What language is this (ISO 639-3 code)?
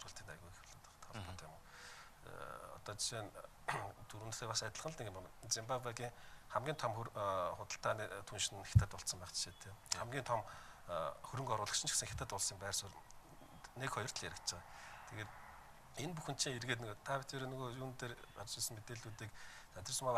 mon